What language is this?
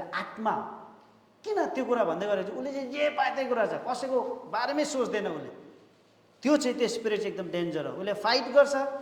Nepali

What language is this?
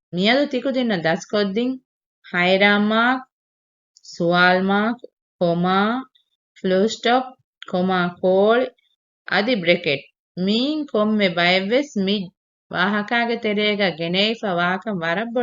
Divehi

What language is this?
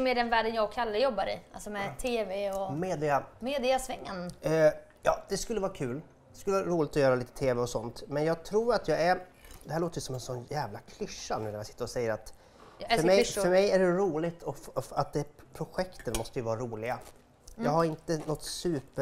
Swedish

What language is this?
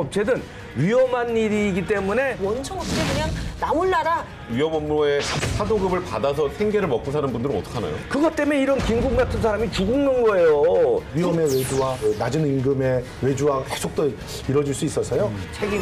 Korean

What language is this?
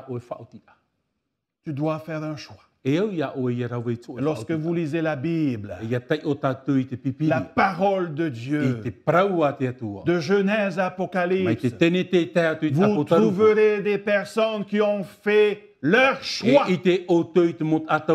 Tahitian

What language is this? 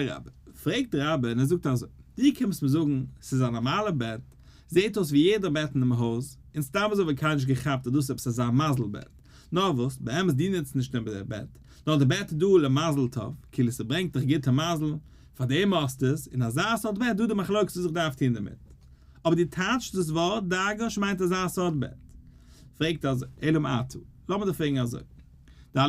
Yiddish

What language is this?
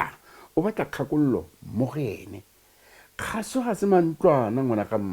Tswana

